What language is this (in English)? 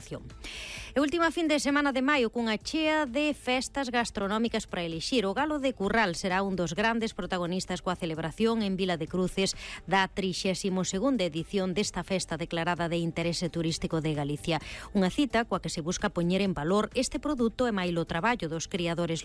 Galician